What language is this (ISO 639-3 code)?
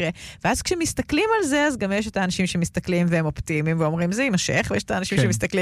heb